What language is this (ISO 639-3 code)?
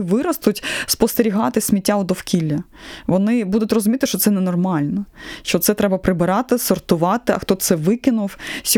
ukr